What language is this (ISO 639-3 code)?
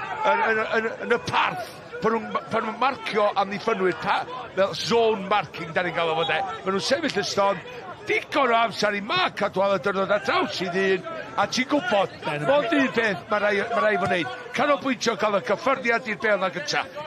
cym